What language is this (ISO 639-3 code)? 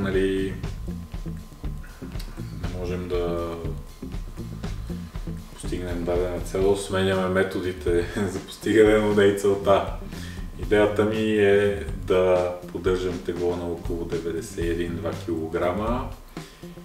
bul